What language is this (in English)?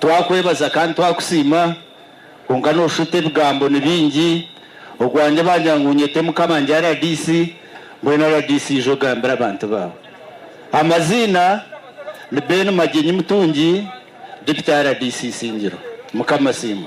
Nyankole